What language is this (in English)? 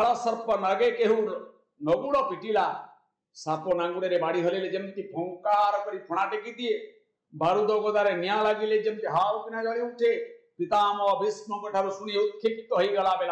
Odia